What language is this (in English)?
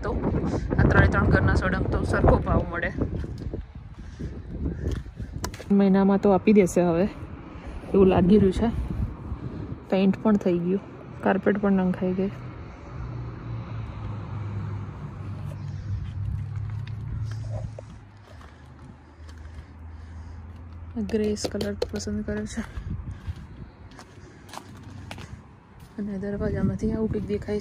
Gujarati